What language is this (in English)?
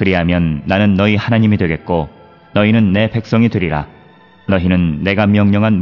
Korean